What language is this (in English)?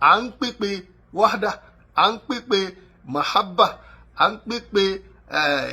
Yoruba